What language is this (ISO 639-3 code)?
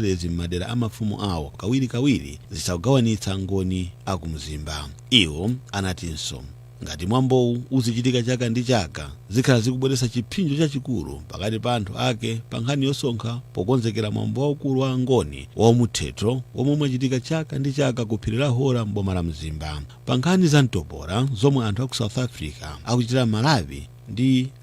nya